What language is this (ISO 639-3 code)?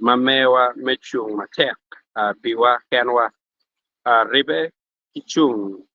ach